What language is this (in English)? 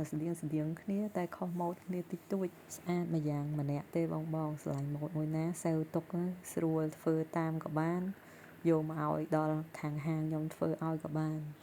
Khmer